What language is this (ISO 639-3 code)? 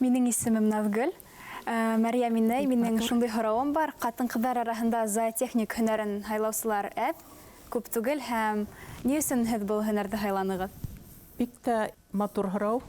bak